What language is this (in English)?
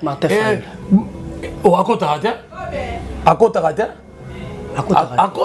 Lingala